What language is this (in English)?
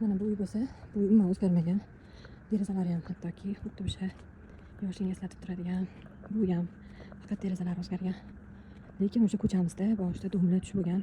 Uzbek